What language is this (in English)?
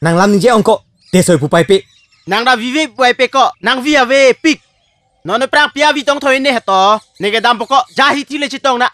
Karbi